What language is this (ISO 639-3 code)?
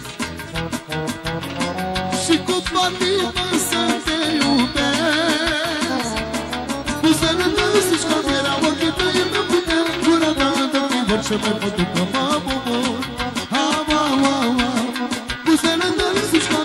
ron